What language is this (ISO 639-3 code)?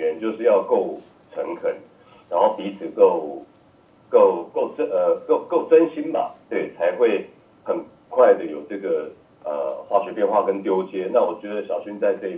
zho